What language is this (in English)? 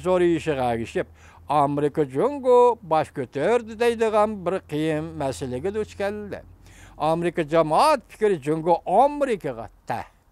Uyghur